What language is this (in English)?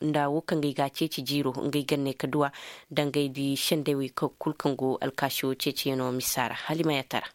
Koyraboro Senni